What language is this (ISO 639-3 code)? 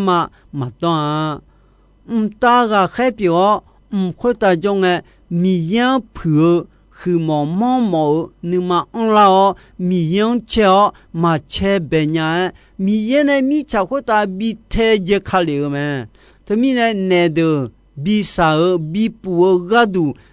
ahk